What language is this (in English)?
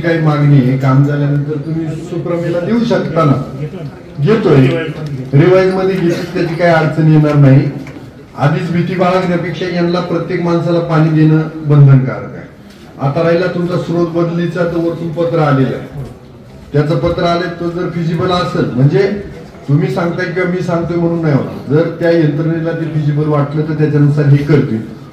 Marathi